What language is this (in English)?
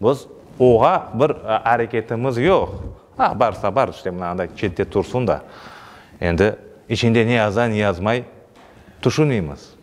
Crimean Tatar